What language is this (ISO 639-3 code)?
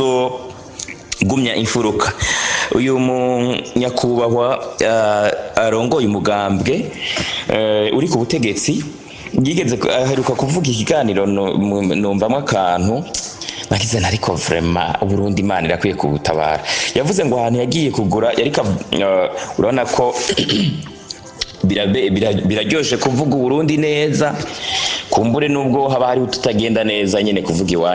run